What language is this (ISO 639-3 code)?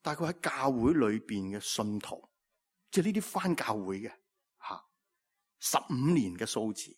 yue